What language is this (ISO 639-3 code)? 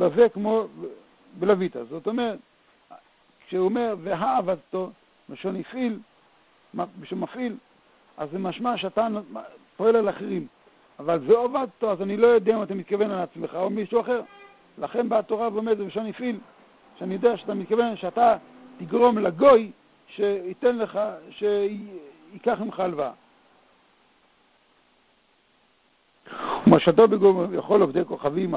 heb